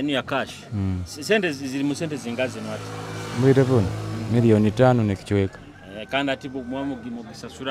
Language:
Tooro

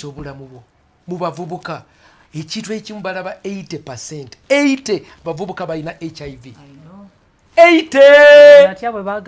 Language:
Ganda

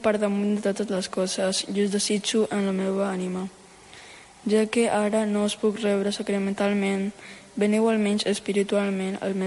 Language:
Catalan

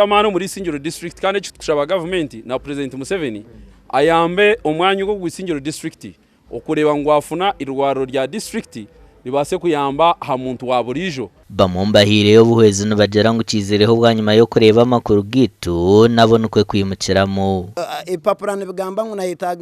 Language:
Nyankole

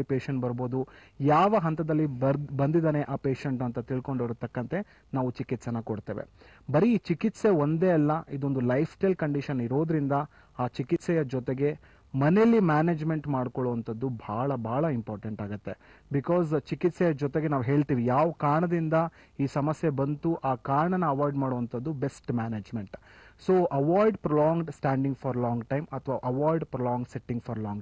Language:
Kannada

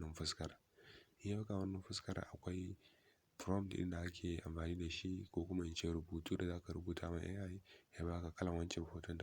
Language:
Hausa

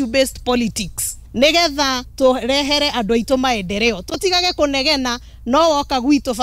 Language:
Kikuyu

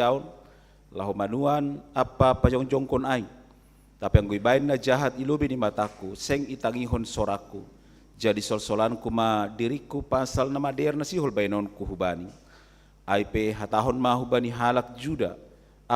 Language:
Batak Simalungun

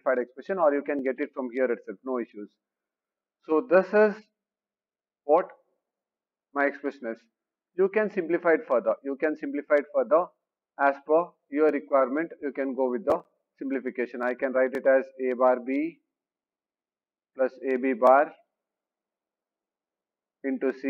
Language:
English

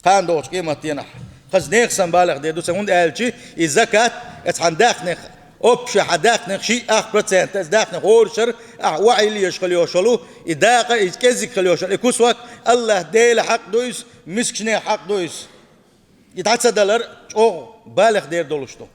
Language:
Chechen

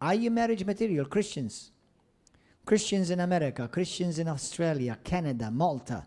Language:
English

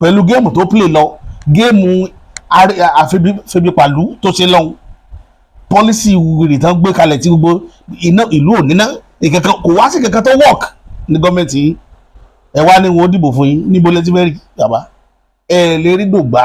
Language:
Yoruba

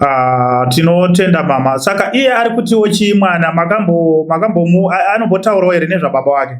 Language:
Shona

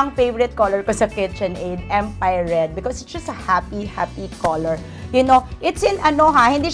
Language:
Filipino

